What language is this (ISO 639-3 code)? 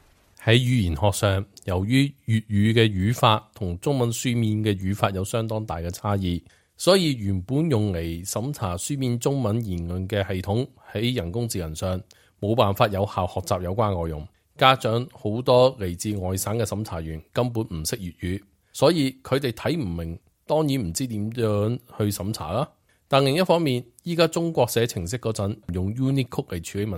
yue